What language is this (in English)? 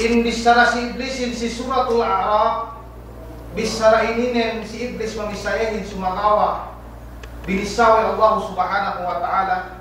Yakan